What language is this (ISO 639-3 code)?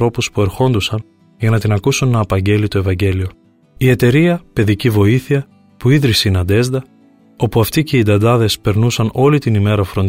ell